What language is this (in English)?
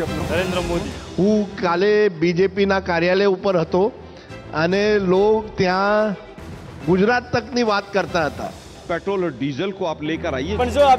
Gujarati